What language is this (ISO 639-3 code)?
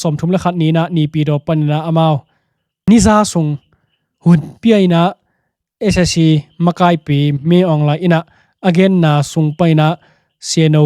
ctd